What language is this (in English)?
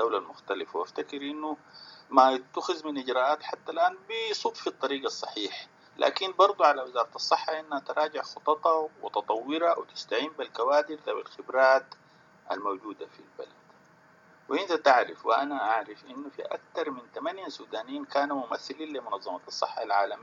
Sudanese Arabic